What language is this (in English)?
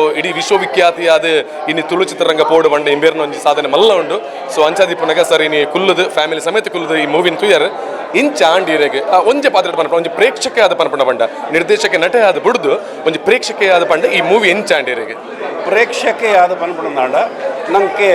Tulu